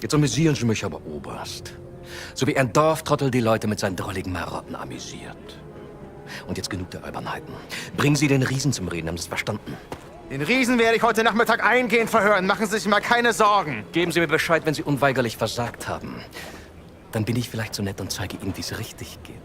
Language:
Bavarian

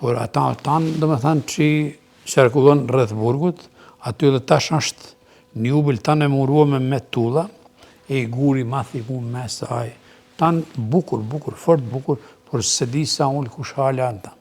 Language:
Albanian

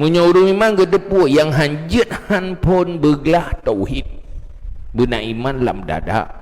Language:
Achinese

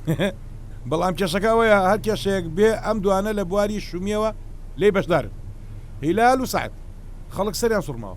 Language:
Central Kurdish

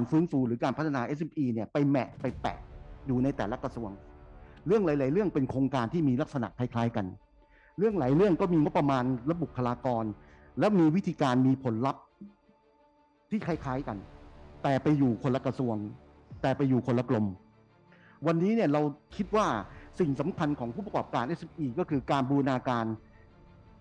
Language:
Thai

